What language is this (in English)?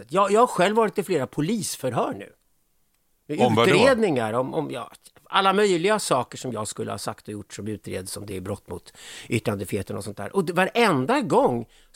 Swedish